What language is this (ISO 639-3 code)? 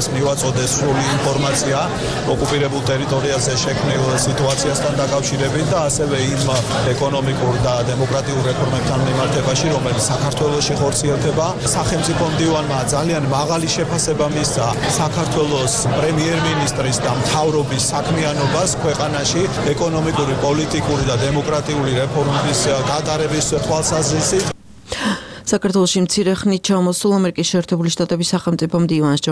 kat